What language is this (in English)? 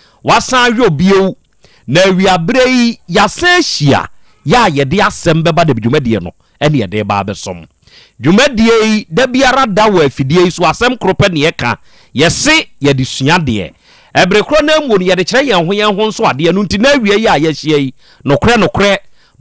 Akan